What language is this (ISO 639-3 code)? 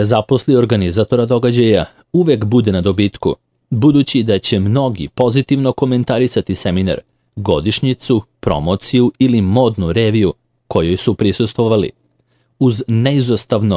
srp